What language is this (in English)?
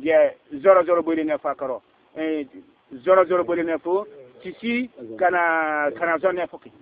Bissa